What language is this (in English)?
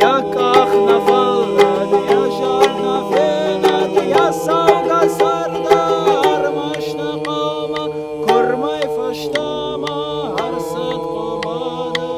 Ossetic